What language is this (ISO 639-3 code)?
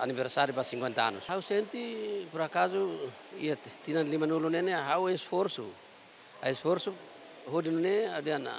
tet